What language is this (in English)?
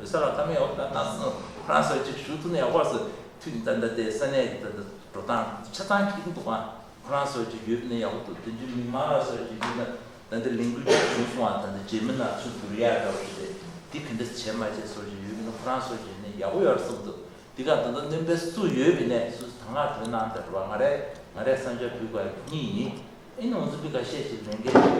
Tibetan